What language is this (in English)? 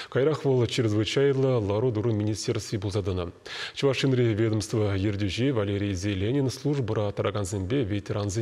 Chuvash